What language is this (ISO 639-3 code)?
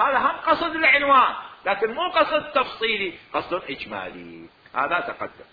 acm